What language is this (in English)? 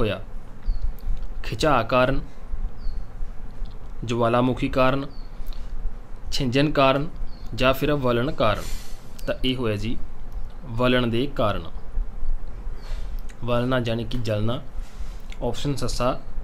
Punjabi